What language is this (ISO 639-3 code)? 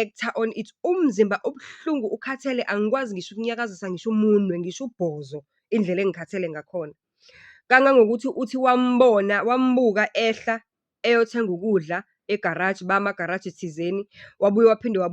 zul